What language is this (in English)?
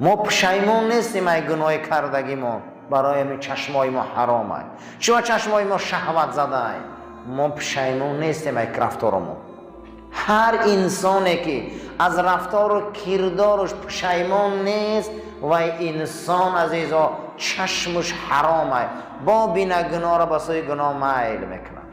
Tajik